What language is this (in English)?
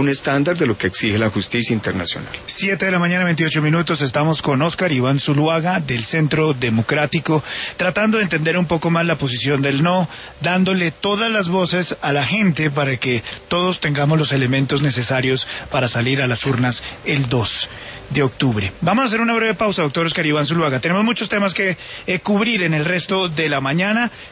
Spanish